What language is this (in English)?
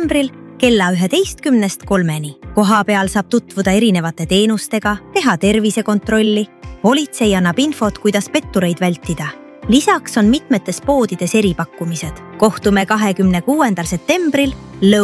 Estonian